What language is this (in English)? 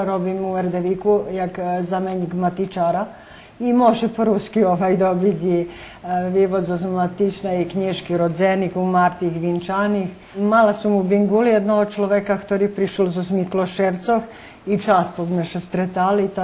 Rusyn